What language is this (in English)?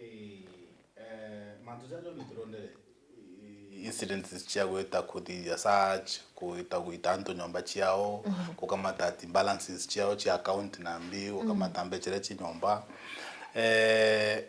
Meru